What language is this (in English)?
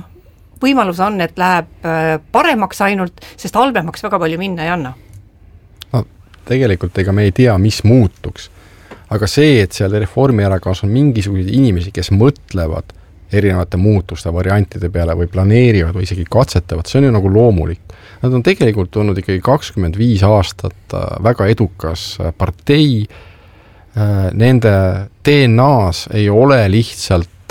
Estonian